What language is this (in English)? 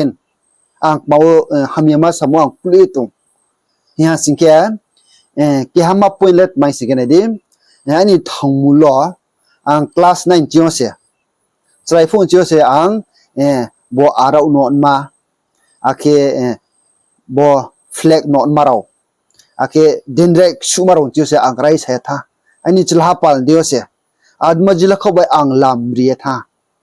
Riang (India)